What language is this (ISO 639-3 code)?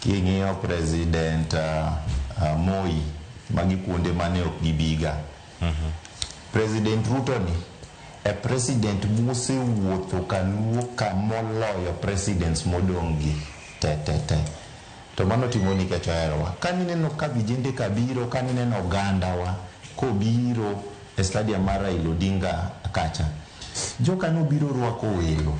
luo